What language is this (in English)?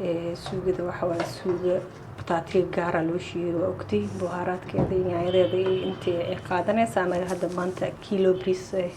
Somali